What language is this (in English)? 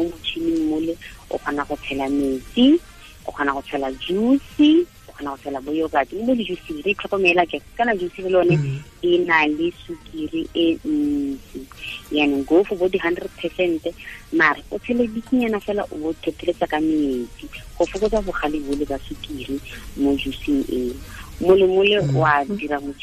Tswana